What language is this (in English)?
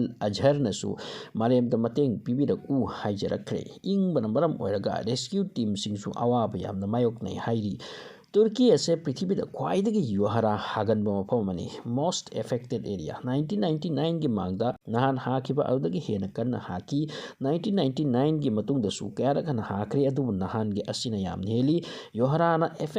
Manipuri